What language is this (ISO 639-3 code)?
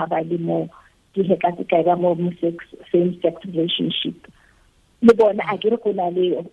tsn